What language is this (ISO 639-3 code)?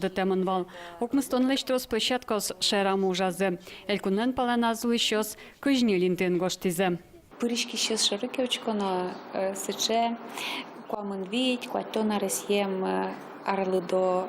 udm